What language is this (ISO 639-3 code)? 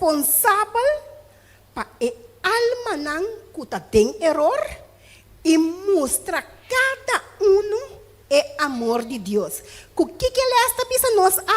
pap